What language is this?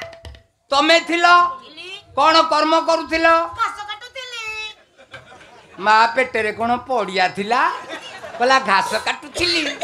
Odia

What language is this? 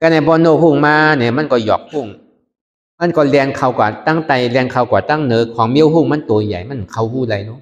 Shan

